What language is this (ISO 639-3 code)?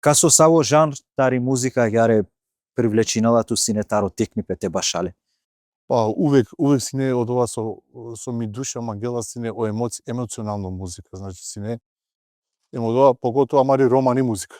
mkd